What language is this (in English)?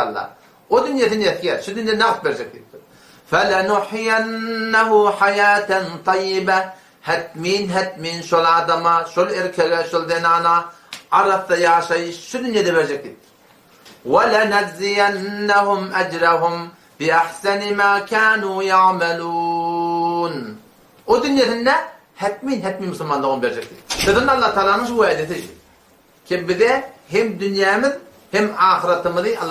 Turkmen